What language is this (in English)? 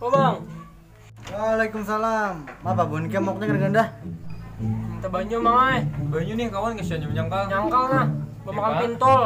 Banjar